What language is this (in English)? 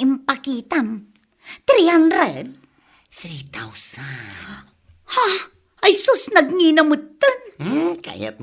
Iloko